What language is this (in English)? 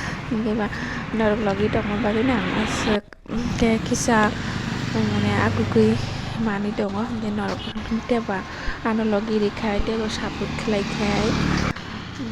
Kok Borok